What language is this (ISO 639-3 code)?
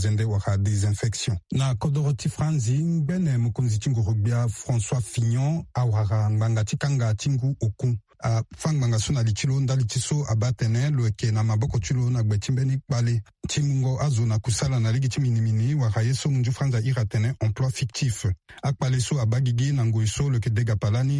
sag